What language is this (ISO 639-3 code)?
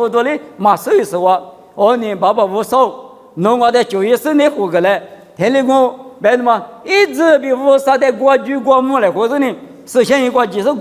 lis